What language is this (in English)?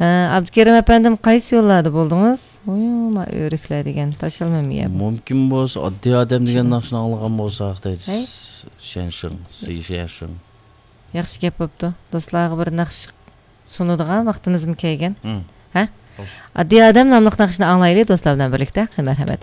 Uyghur